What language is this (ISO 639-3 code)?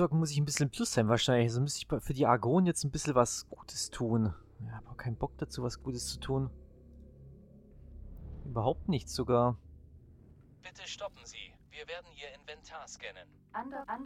deu